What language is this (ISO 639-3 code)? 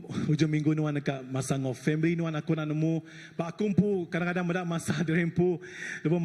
iba